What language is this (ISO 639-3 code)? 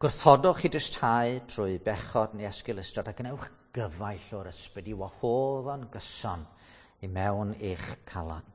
cym